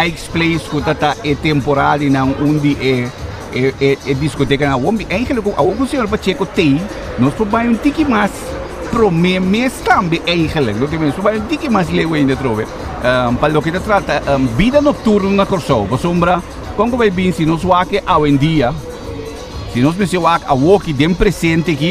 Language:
Papiamento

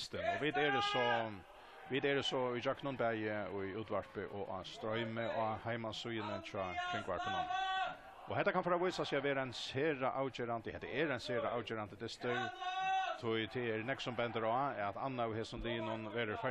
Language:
Faroese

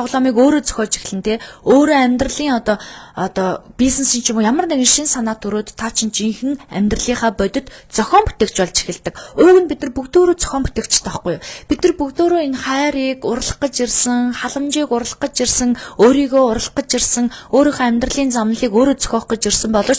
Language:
Mongolian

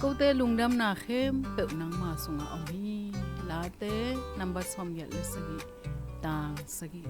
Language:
Tedim Chin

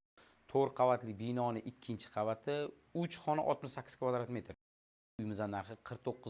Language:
Uzbek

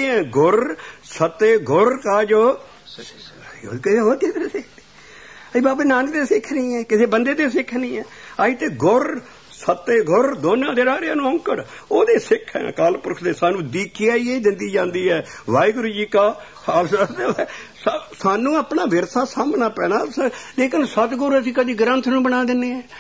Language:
Punjabi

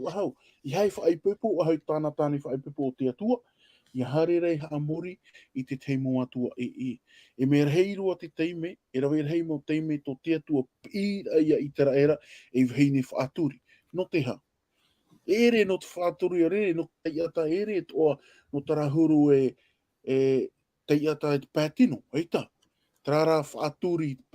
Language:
Tahitian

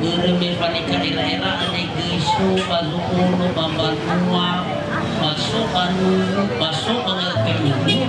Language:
Nias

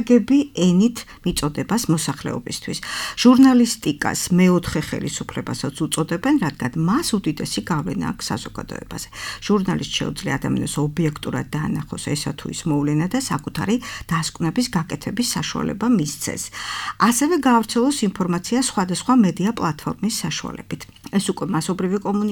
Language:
Georgian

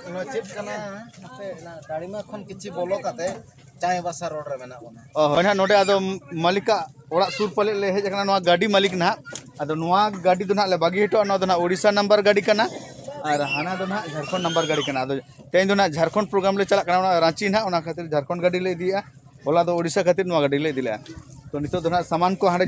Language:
Santali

